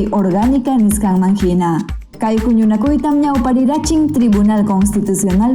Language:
Ayacucho Quechua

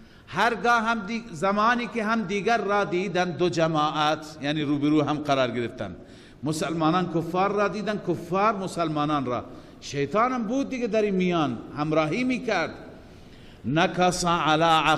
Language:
Persian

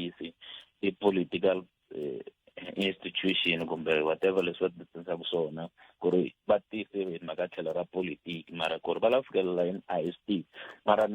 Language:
Tsonga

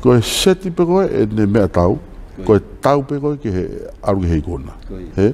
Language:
Tongan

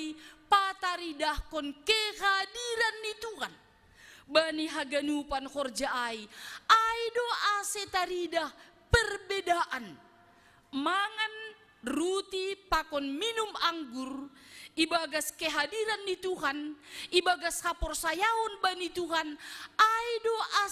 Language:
Batak Simalungun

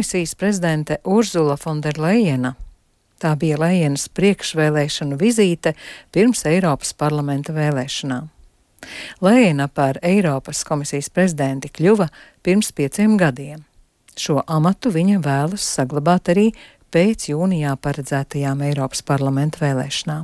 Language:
Latvian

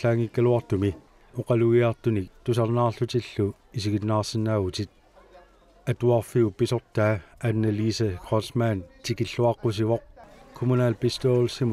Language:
Kalaallisut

